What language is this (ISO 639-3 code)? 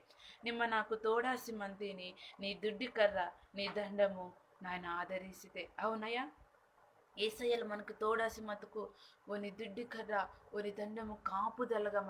kff